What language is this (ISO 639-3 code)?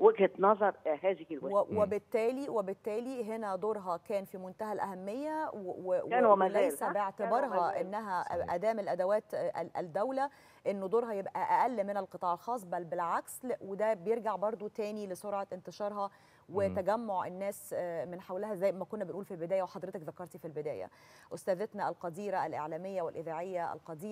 arz